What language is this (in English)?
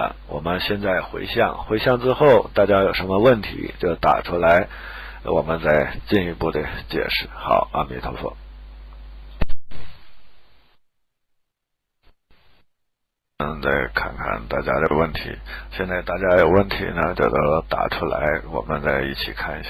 Chinese